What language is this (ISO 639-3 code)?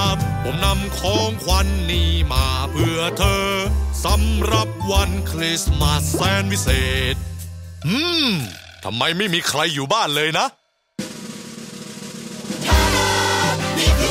tha